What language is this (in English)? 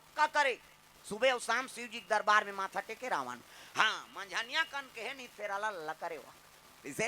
Chhattisgarhi